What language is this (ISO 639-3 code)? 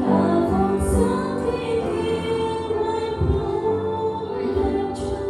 cmo